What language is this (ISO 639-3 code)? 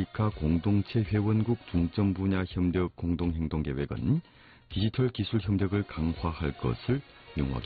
kor